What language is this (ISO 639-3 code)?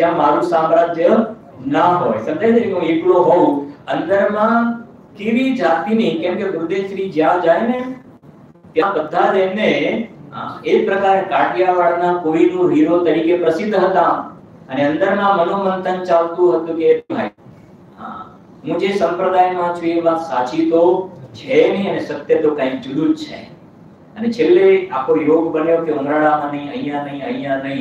guj